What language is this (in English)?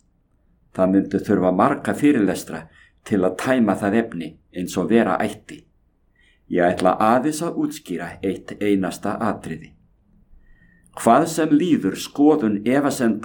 Icelandic